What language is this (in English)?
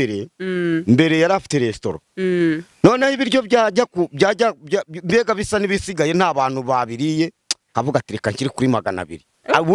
Kinyarwanda